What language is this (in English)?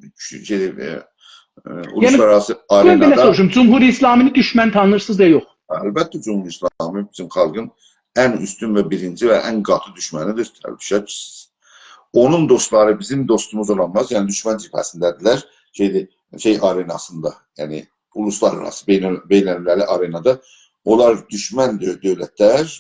South Azerbaijani